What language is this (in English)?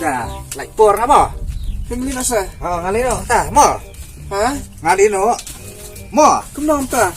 Khasi